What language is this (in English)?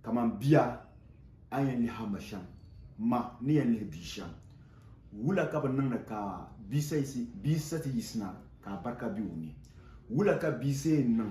Dagbani